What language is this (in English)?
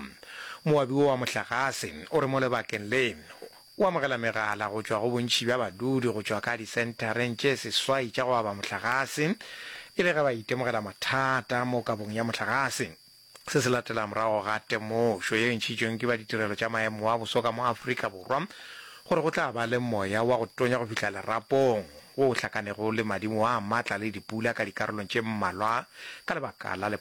Northern Sotho